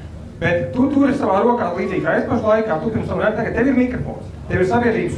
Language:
Latvian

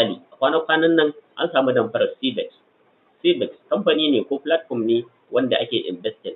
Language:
Hausa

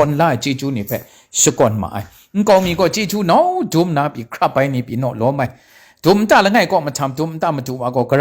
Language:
Kachin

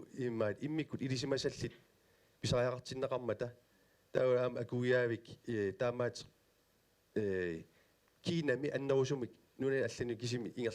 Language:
Kalaallisut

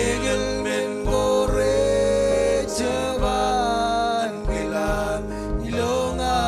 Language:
Marshallese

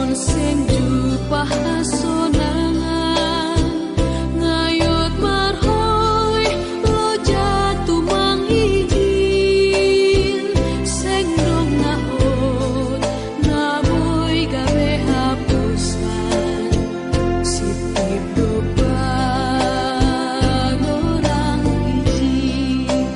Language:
Batak Simalungun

